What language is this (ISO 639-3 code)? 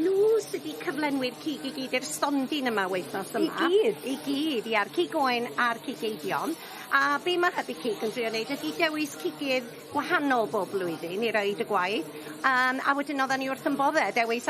cym